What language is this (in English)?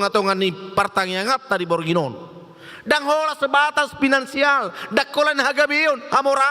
Batak Toba